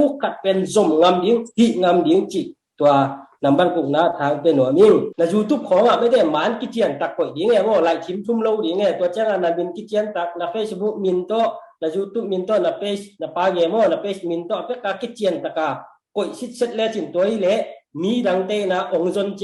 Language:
Tedim Chin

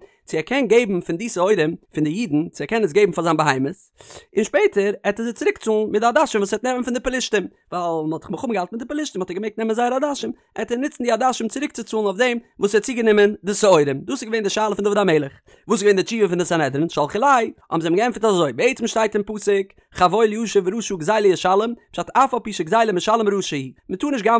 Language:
Yiddish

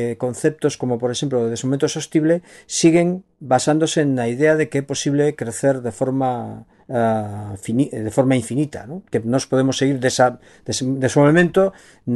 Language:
Galician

